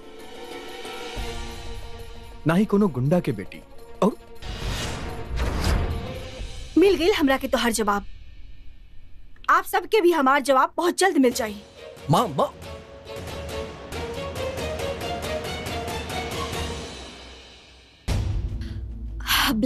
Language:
Bhojpuri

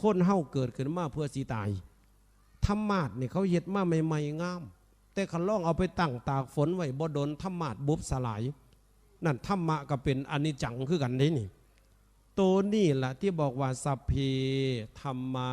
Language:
Northeastern Thai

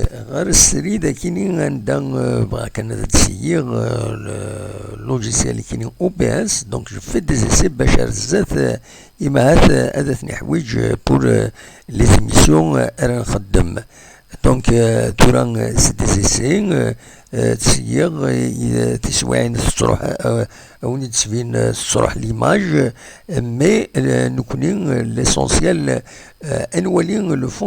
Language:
Kabyle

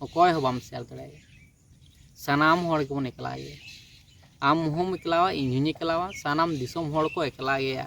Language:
Santali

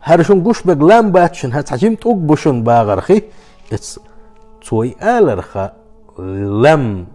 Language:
Chechen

